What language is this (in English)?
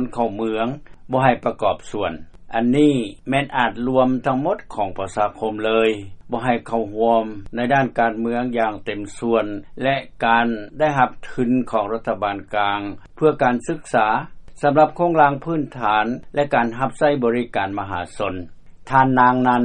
Lao